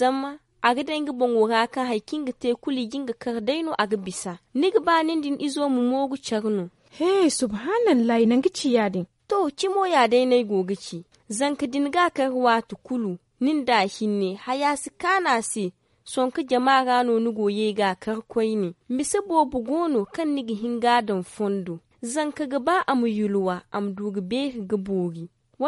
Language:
Zarma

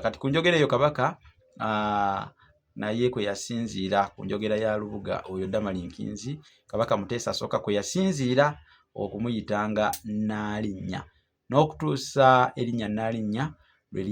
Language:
Ganda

